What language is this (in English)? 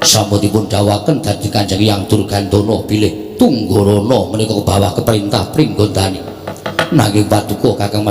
Javanese